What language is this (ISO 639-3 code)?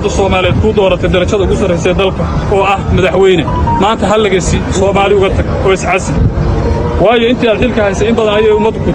som